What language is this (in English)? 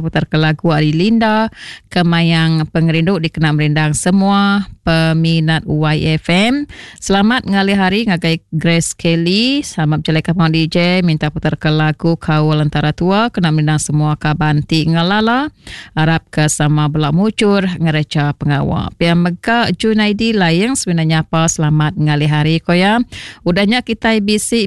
Iban